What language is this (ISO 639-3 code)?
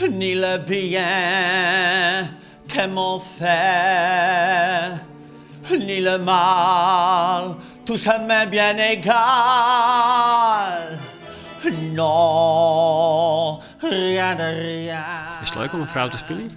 fry